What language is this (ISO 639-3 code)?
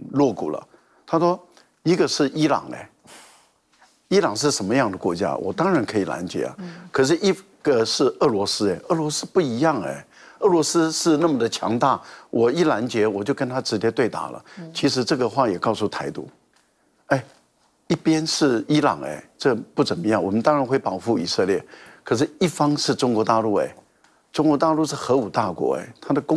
zho